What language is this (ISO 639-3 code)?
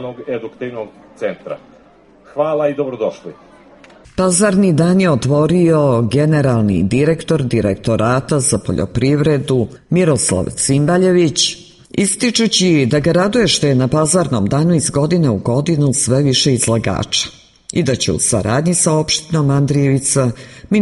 srp